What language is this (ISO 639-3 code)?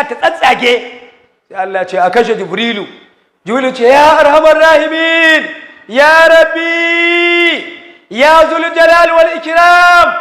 hau